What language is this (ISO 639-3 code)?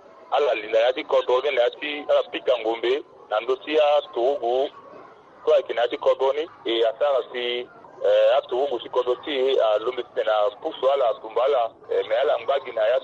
sag